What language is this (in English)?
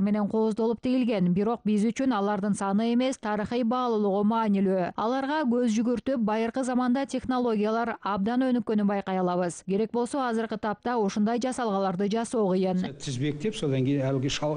Kyrgyz